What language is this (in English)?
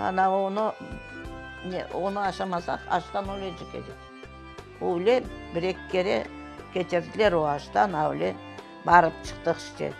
Crimean Tatar